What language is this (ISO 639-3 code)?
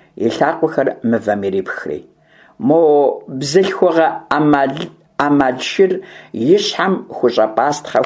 kbd